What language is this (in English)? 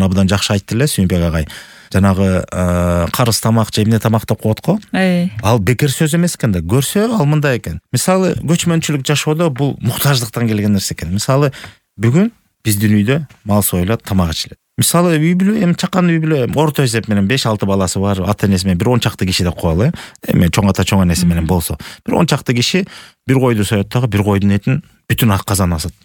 Kyrgyz